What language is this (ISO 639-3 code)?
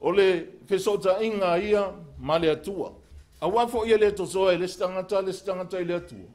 smo